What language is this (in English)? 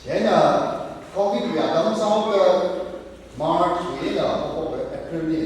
Tangkhul Naga (India)